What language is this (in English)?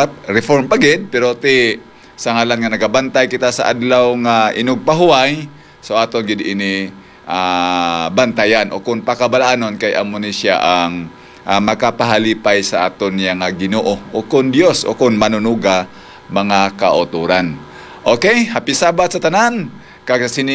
Hiligaynon